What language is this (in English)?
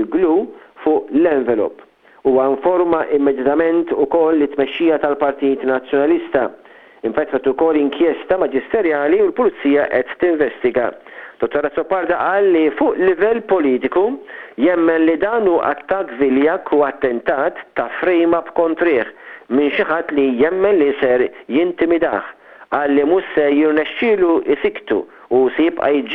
Maltese